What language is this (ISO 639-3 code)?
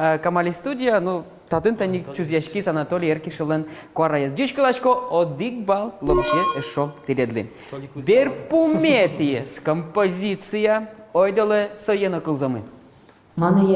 udm